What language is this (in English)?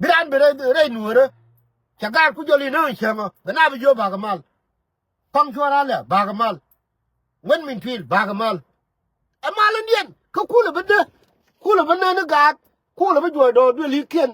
Nuer